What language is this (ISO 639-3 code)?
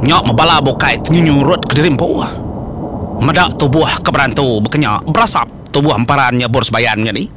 iba